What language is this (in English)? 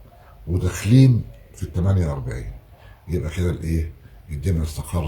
Egyptian Arabic